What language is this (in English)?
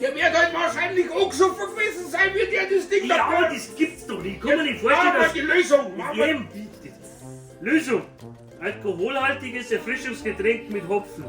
Bavarian